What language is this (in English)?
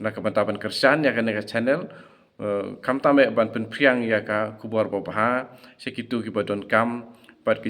Khasi